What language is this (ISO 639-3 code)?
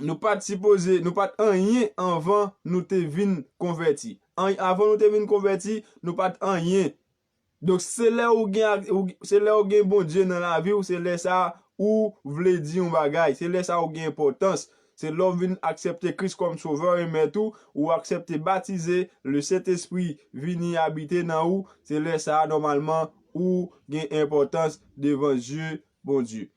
hat